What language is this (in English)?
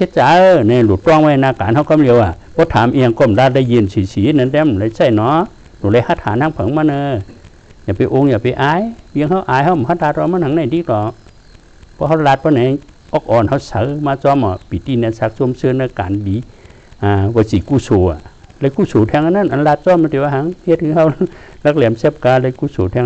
Shan